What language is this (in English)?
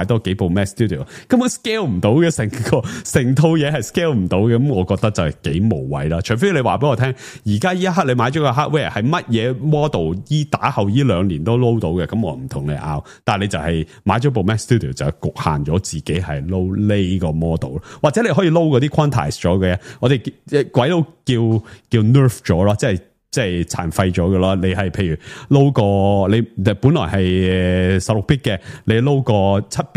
Cantonese